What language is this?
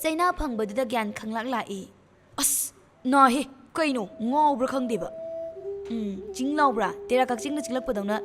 Manipuri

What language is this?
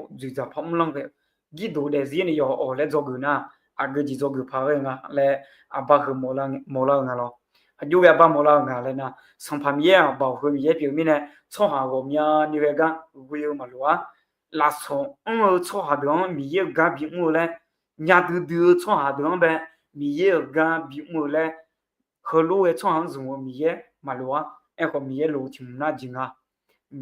Akha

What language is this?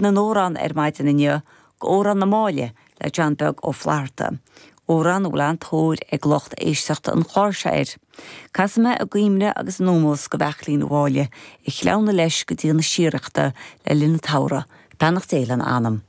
Irish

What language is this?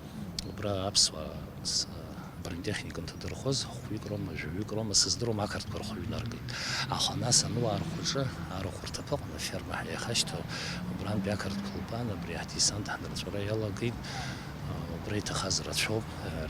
Abkhazian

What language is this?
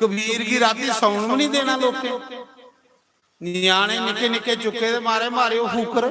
Dogri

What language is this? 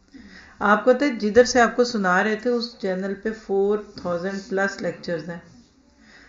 Urdu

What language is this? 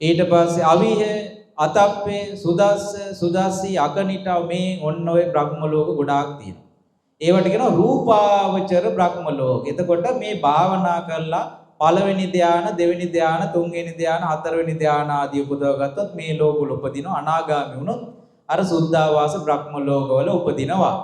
Sinhala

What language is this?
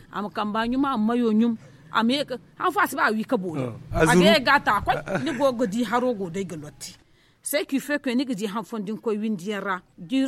Zarma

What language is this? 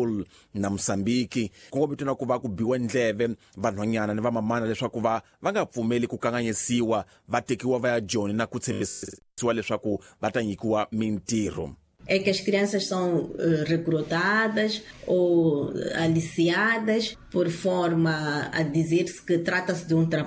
Tsonga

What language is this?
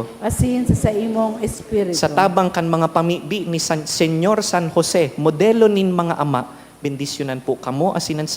Bikol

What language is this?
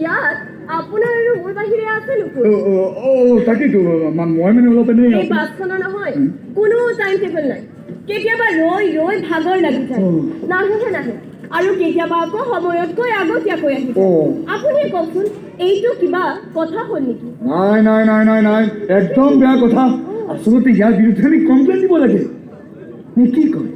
Assamese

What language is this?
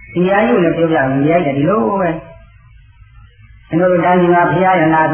Burmese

